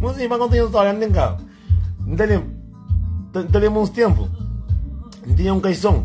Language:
Kabuverdianu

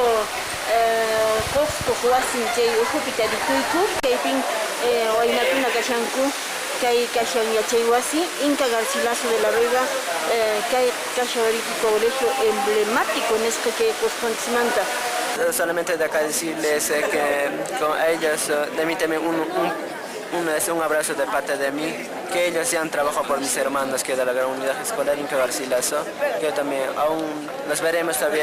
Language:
Quechua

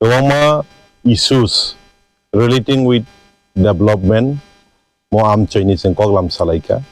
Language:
Kok Borok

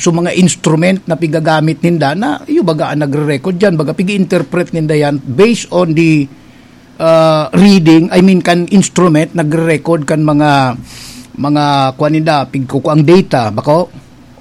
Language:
Bikol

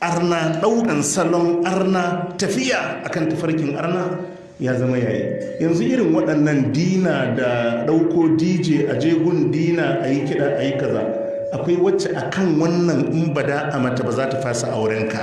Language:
Hausa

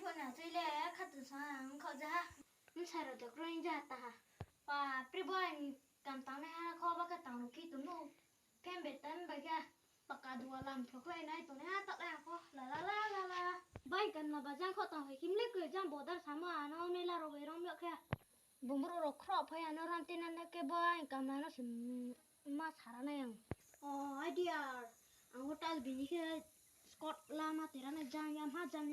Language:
Riang (India)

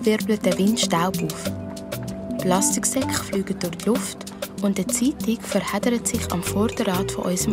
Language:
Swiss German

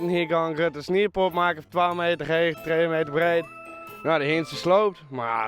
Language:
Western Frisian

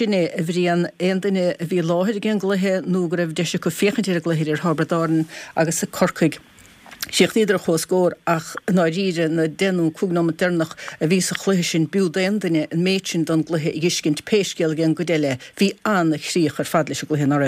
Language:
Irish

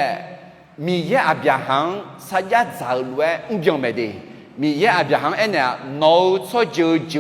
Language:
Akha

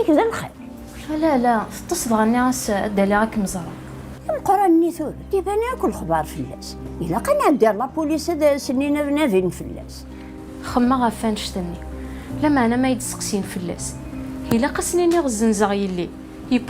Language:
Kabyle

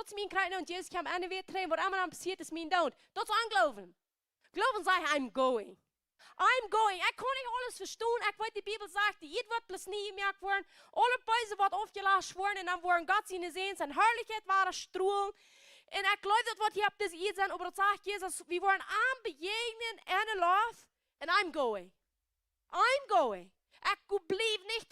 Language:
Plautdietsch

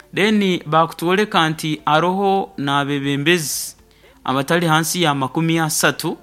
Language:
Nyoro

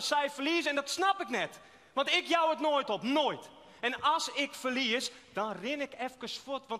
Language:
Western Frisian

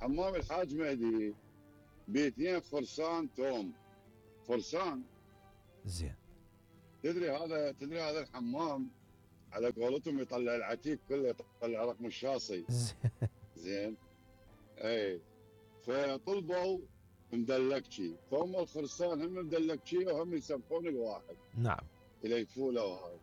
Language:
Mesopotamian Arabic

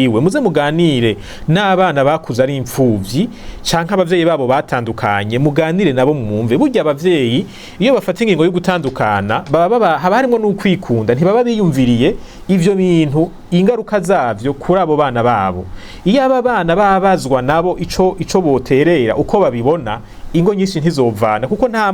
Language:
Rundi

